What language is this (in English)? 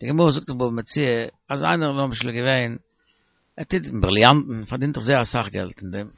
Yiddish